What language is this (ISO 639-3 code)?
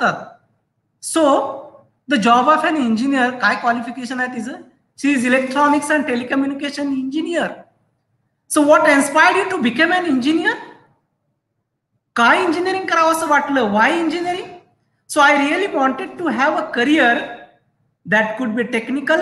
mar